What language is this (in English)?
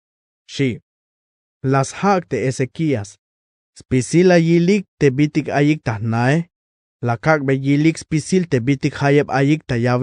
Tzeltal